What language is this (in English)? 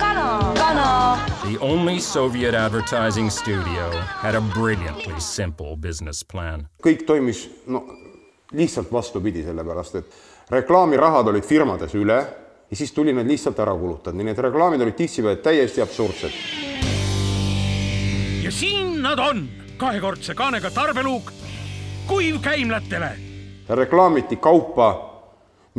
Estonian